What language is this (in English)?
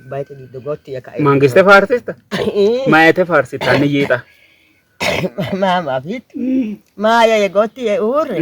Sidamo